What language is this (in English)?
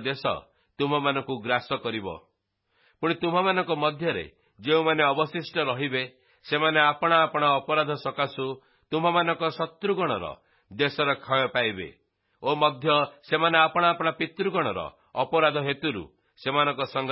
Odia